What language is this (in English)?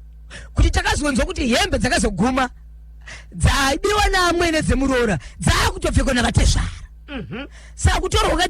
Shona